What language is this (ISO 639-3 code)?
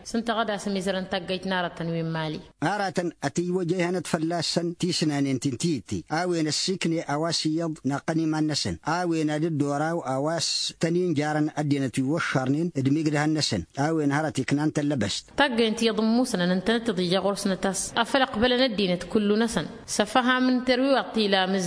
taq